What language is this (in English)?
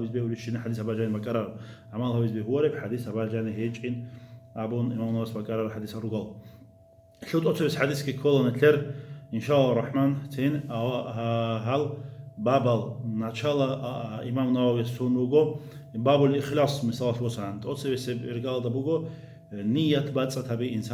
Avaric